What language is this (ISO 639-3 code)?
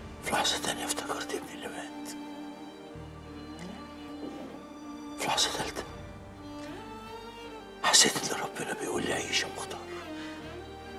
arz